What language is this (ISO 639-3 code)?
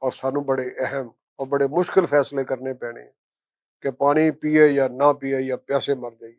lah